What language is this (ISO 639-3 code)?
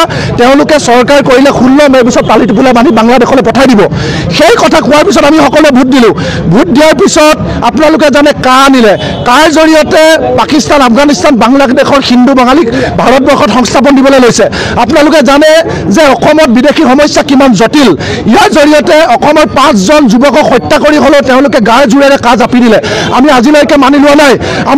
asm